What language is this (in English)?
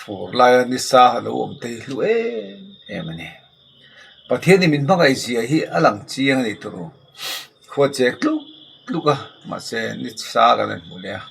Mizo